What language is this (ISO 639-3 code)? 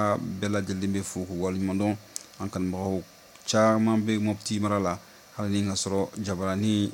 bam